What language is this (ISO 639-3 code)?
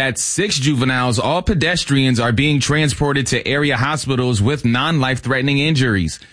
eng